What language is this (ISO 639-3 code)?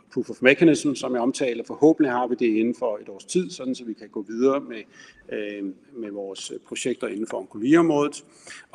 dan